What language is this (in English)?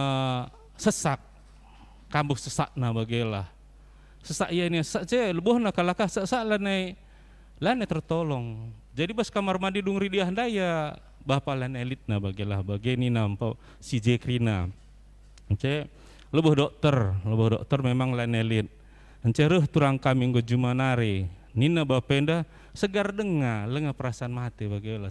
Batak Karo